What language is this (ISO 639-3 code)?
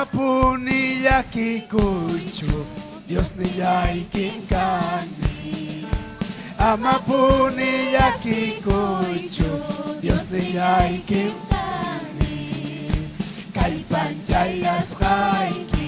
quy